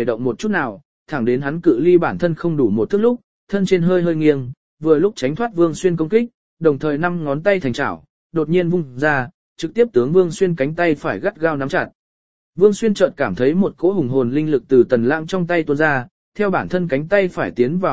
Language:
Vietnamese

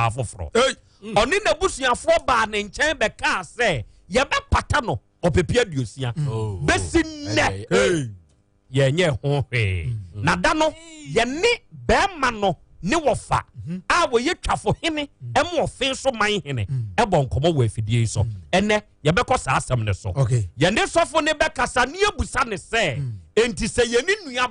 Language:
Akan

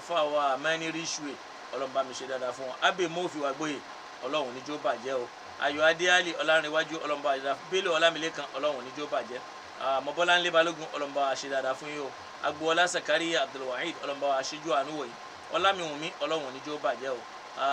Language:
Yoruba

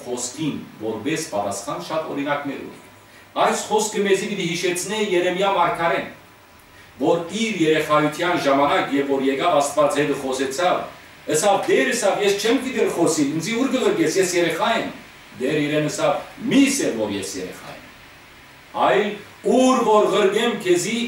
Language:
Western Armenian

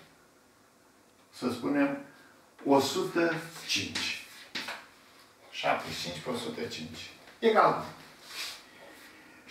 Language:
Romanian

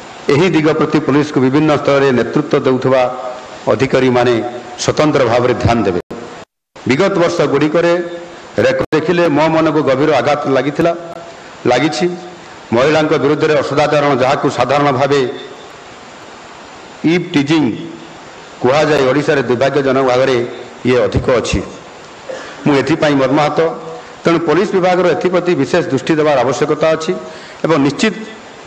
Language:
Odia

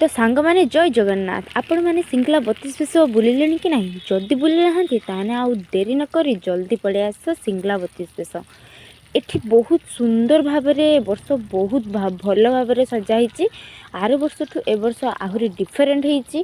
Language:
Odia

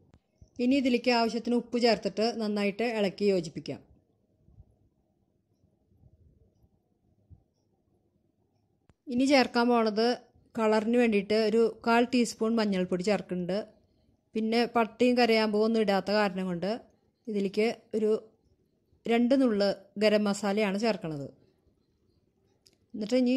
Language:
Malayalam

